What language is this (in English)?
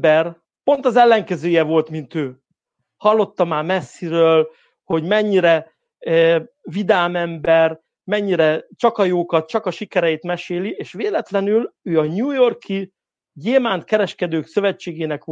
Hungarian